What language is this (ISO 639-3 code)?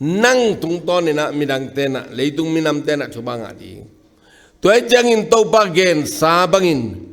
ctd